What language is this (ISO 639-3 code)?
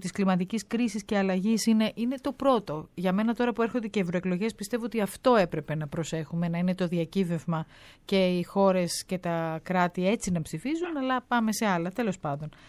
ell